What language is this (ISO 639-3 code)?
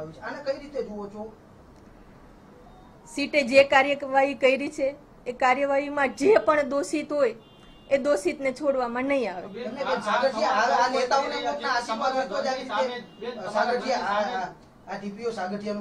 guj